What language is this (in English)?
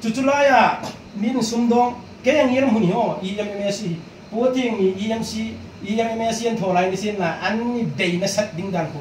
Hmar